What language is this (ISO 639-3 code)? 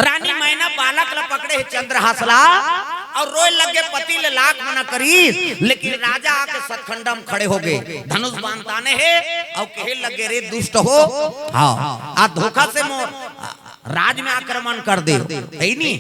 hne